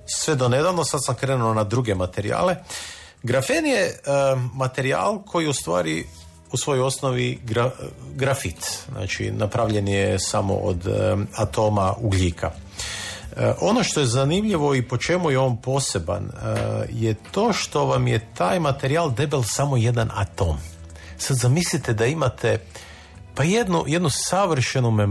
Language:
Croatian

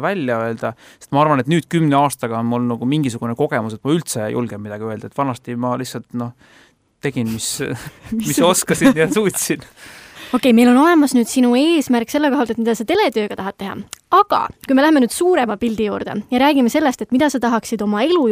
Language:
Estonian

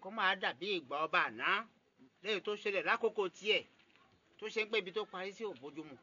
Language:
Yoruba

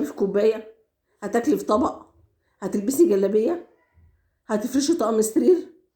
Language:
Egyptian Arabic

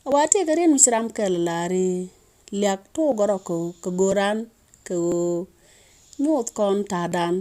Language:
Nuer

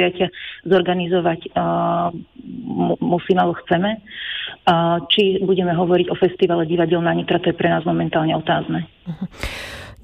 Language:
Slovak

